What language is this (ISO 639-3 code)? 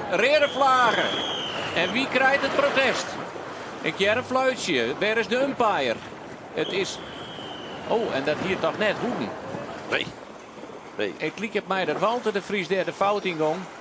fry